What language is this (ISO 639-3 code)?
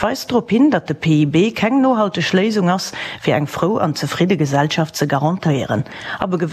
ltz